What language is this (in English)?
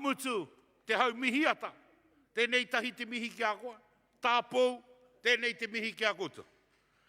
Māori